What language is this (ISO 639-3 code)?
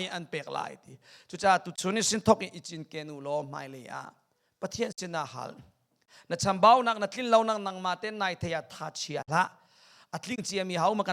cnh